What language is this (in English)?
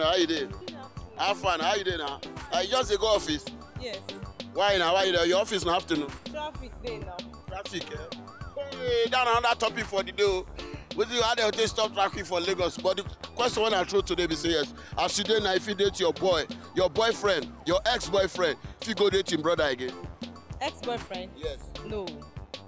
Nigerian Pidgin